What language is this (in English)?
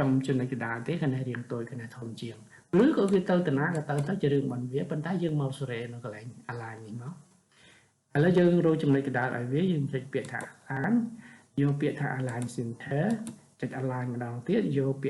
Khmer